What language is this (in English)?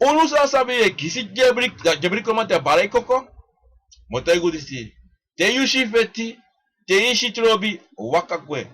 Sranan Tongo